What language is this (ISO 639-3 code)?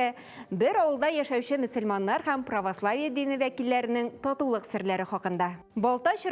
tat